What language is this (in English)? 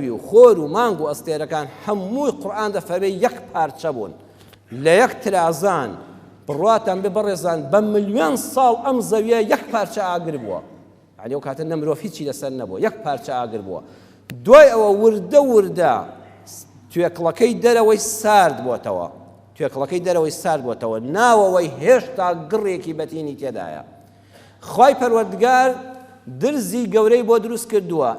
Central Kurdish